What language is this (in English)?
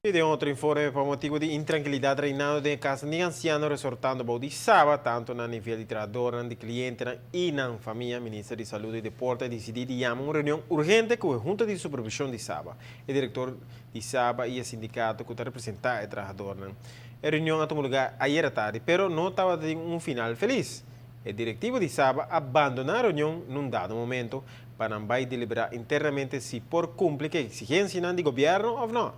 Papiamento